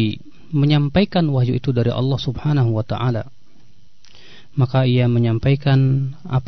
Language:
Indonesian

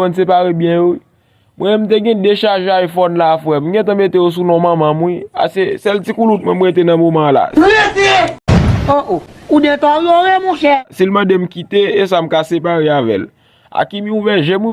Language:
Haitian Creole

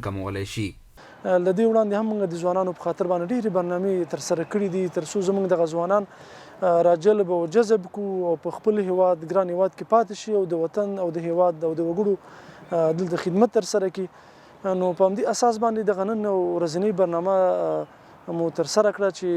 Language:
Pashto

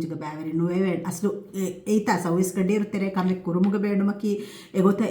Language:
Divehi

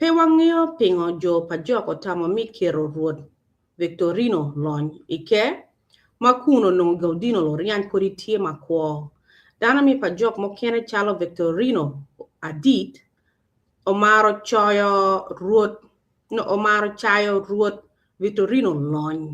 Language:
Acoli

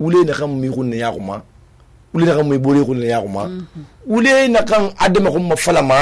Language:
Susu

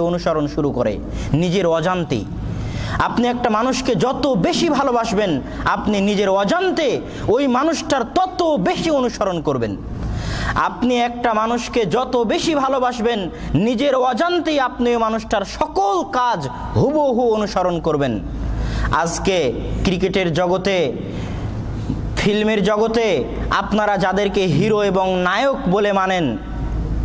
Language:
Bangla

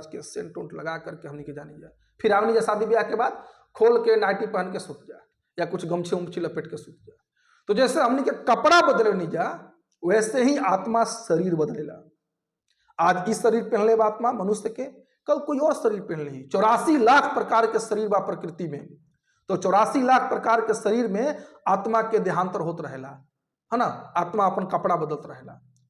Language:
Bhojpuri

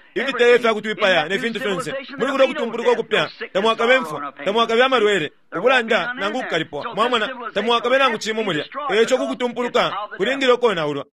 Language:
Bemba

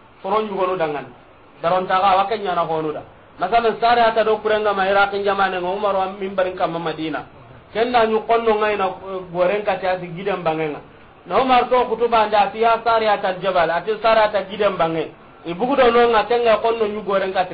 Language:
Soninke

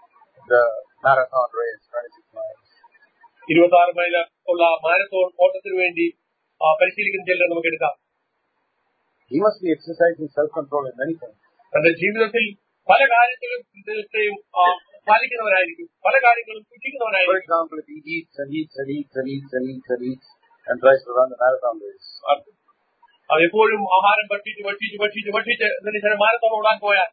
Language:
Malayalam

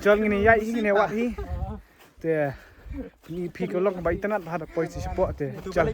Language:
Khasi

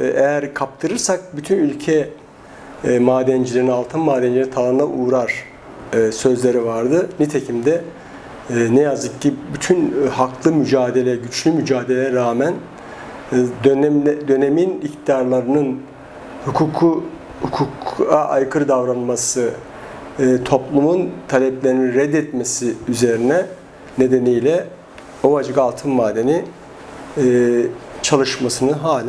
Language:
Turkish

